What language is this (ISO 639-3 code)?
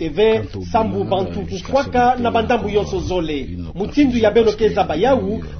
ktu